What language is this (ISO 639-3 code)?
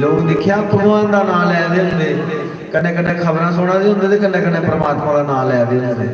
doi